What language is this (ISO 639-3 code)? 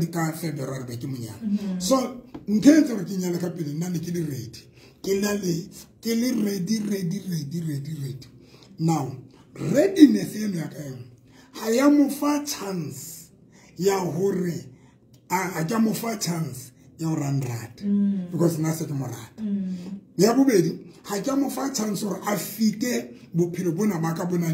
sot